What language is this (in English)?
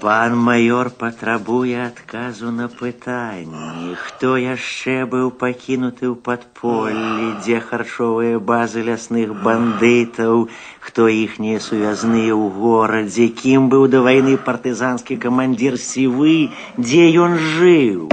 Belarusian